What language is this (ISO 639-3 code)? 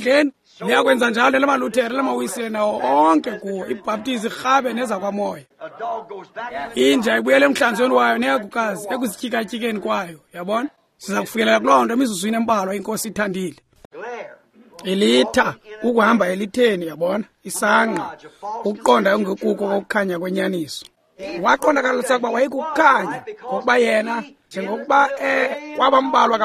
xho